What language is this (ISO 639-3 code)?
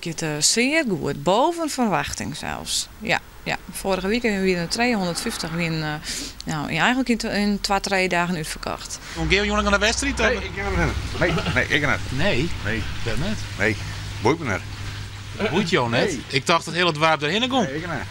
fry